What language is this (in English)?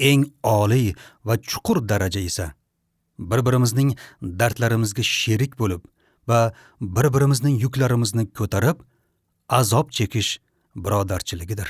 Uzbek